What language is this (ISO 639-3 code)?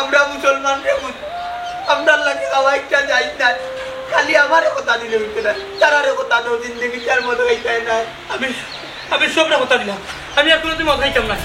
syl